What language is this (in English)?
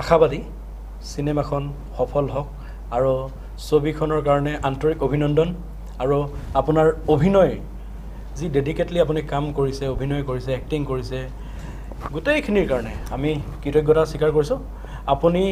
Assamese